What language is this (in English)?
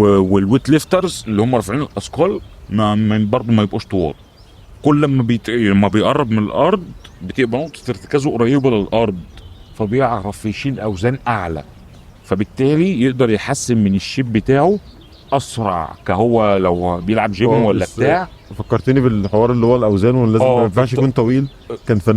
Egyptian Arabic